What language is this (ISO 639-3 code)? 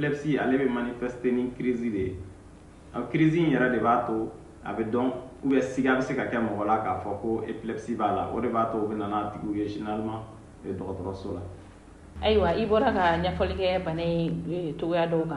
bam